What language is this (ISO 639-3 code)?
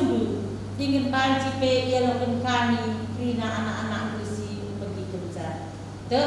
btx